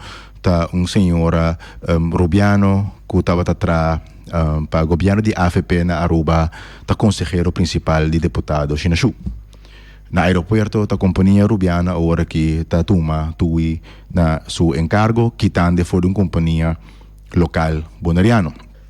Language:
Papiamento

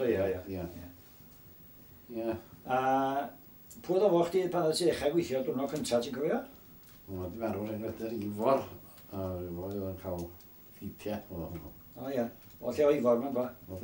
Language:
Welsh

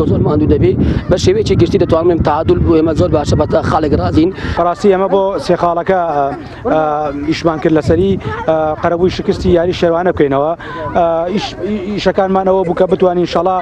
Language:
Central Kurdish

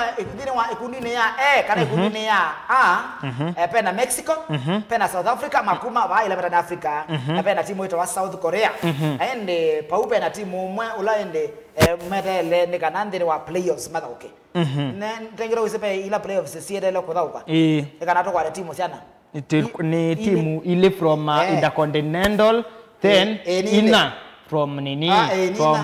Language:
Kamba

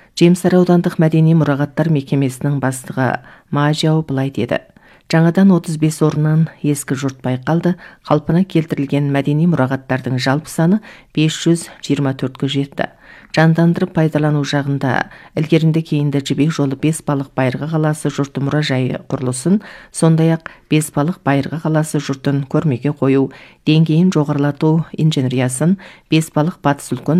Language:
Kazakh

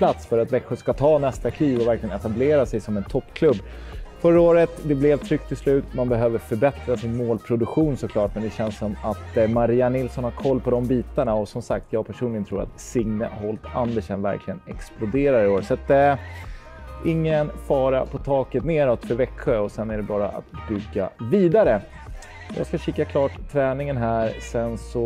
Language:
Swedish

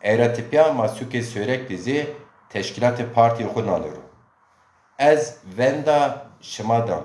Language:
Zaza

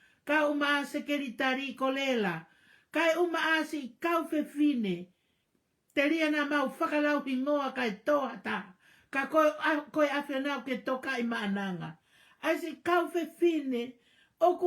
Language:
Tongan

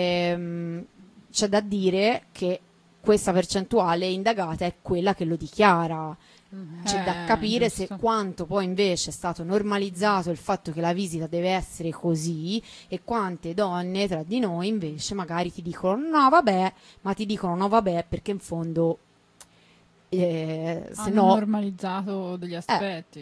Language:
Italian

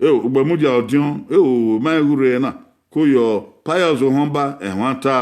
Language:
Bini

